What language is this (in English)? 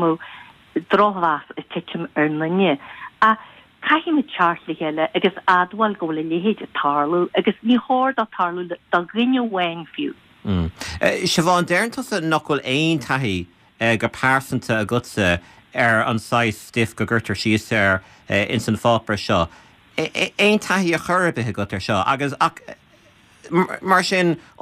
Irish